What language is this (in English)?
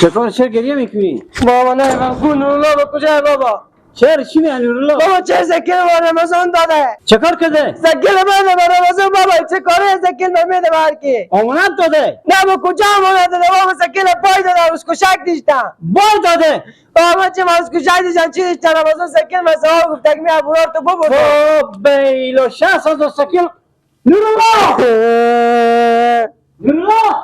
Persian